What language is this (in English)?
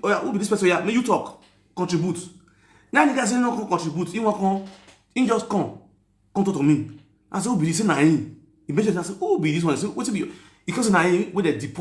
Nigerian Pidgin